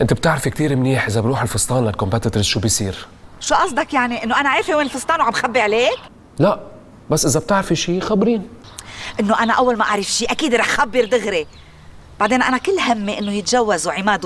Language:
North Levantine Arabic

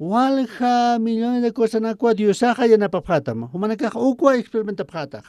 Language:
Aymara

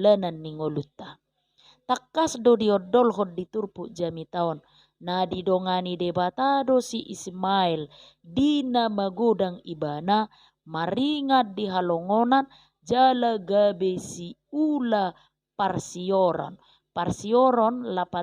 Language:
Batak Toba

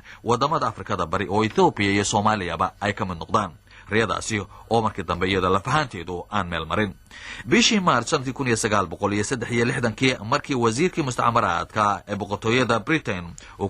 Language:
Somali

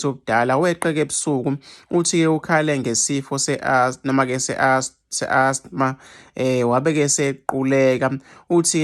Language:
Zulu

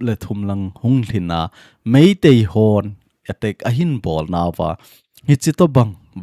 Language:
Thado Chin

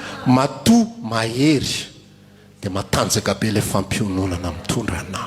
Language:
Malagasy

